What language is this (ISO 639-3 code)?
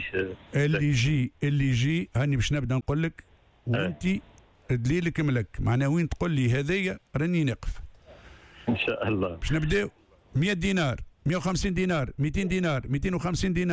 aeb